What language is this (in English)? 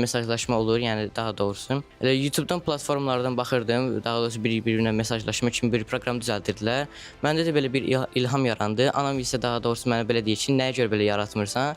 Azerbaijani